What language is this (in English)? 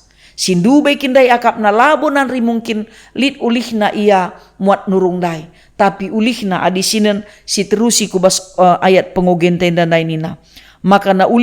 Batak Karo